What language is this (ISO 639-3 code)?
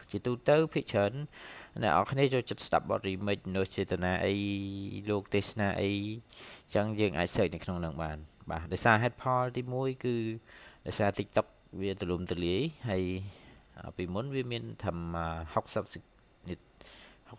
khm